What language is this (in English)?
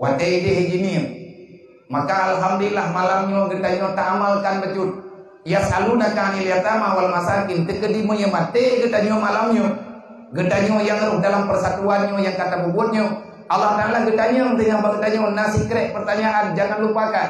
Achinese